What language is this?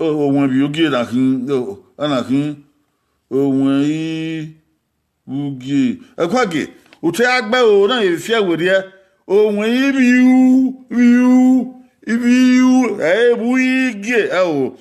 Bini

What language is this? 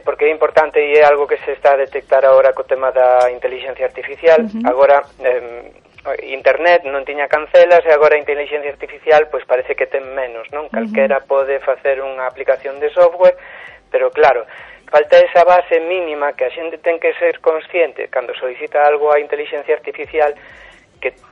Galician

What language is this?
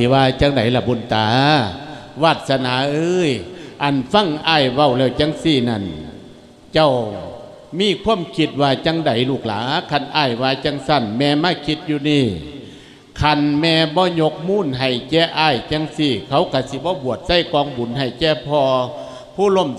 Lao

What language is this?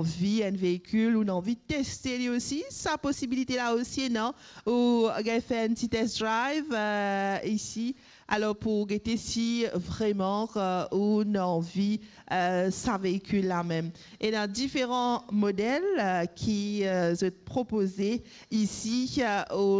Morisyen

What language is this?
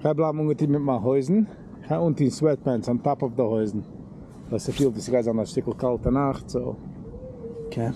Yiddish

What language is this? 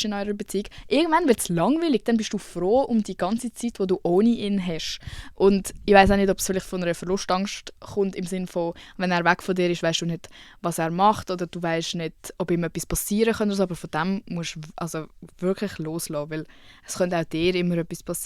Swiss German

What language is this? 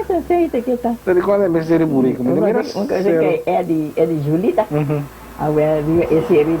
Papiamento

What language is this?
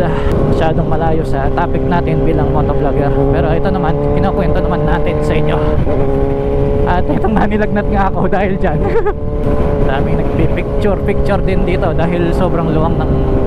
Filipino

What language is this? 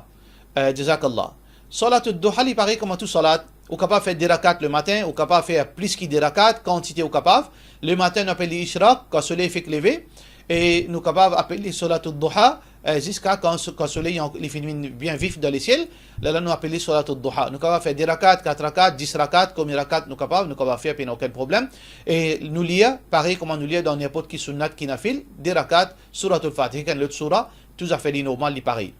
Morisyen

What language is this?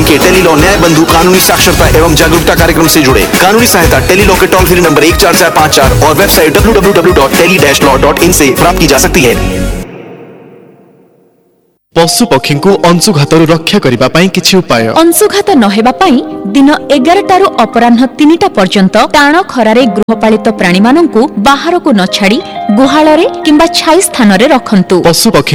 Odia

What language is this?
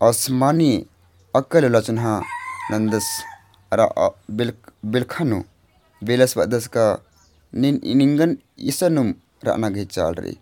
Kurukh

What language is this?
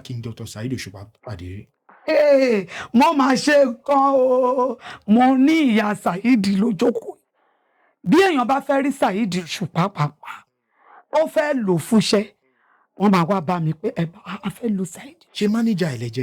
Yoruba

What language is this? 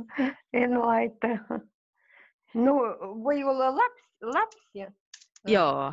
Finnish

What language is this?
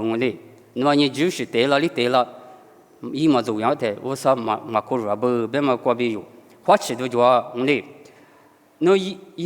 Lisu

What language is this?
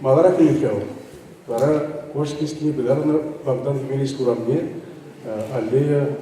Chuvash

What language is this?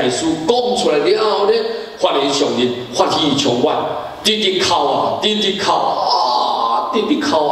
Min Nan Chinese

